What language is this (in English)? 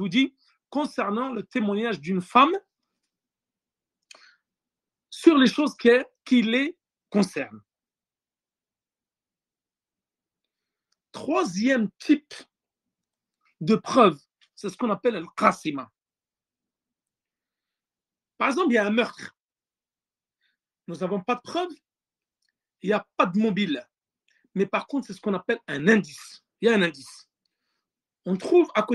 French